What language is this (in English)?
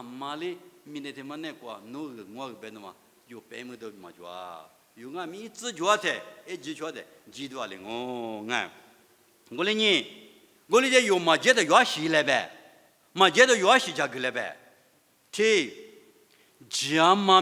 Lisu